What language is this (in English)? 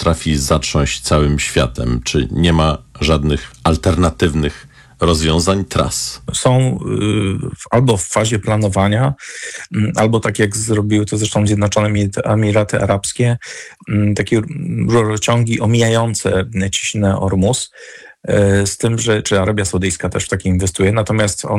Polish